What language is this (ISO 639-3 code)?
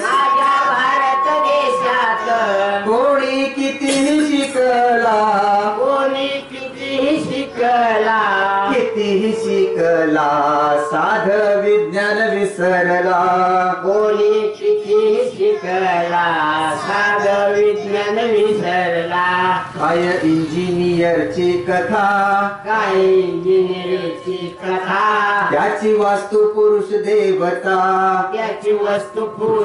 mar